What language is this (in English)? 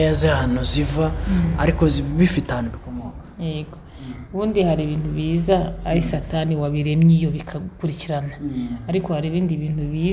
Kinyarwanda